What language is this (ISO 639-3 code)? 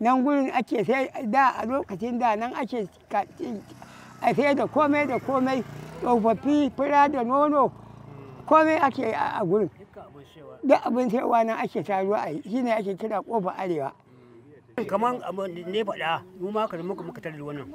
hau